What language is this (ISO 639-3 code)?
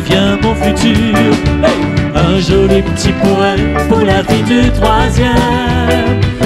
rcf